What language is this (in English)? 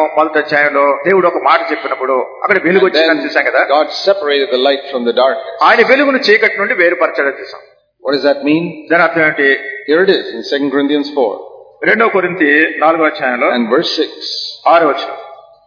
Telugu